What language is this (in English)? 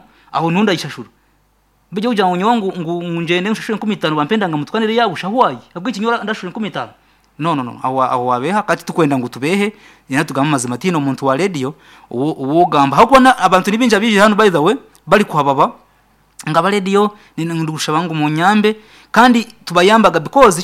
Nyankole